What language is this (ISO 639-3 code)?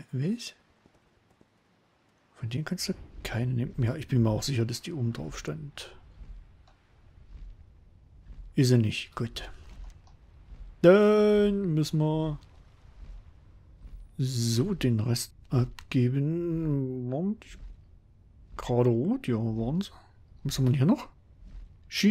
deu